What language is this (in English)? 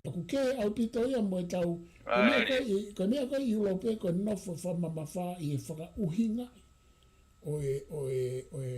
Tongan